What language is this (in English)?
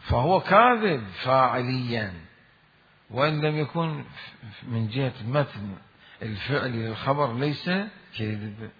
Mesopotamian Arabic